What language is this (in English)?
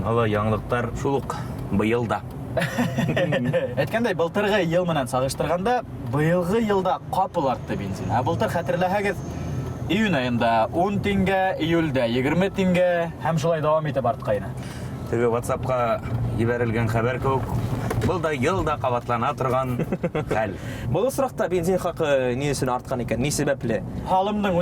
Bashkir